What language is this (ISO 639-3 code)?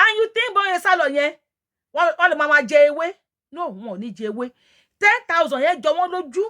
yor